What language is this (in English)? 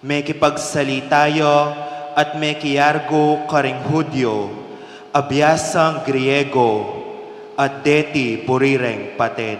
Pampanga